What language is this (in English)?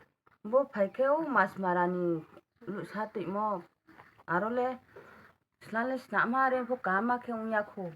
Riang (India)